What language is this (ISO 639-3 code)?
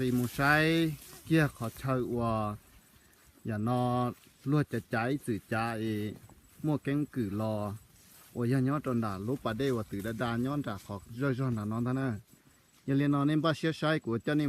hmn